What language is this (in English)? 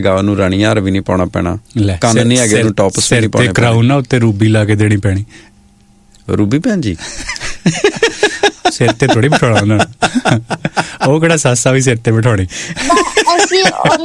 Punjabi